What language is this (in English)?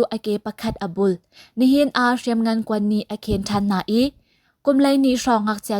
Hakha Chin